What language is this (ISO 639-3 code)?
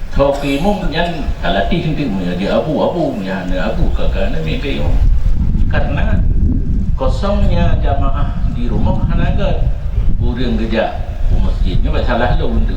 ace